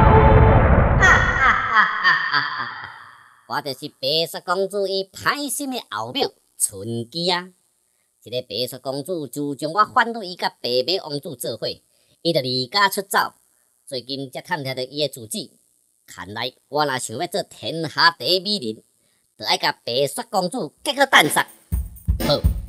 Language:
Min Nan Chinese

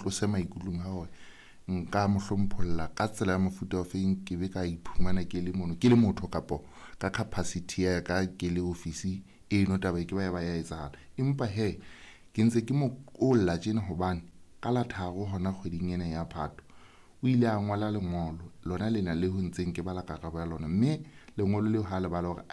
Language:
Southern Sotho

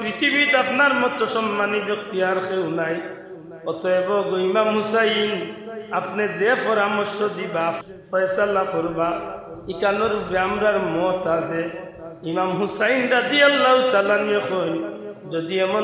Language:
Sylheti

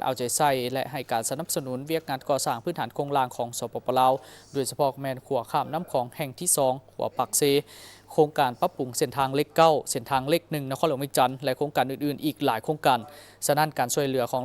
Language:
Lao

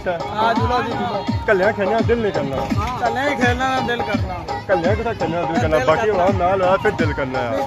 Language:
Pahari-Potwari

